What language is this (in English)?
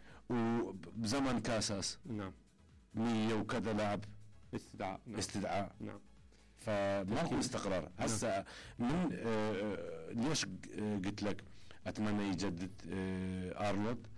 Mesopotamian Arabic